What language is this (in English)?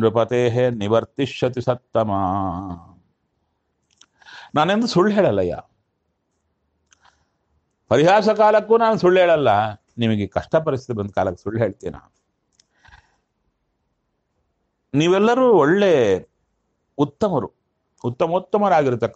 Kannada